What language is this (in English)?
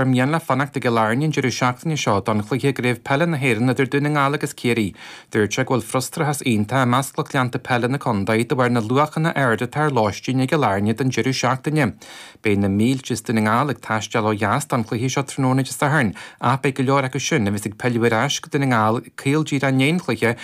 Irish